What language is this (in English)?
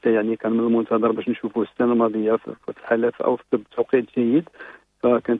Moroccan Arabic